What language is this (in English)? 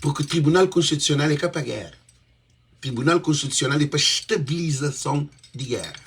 Kabuverdianu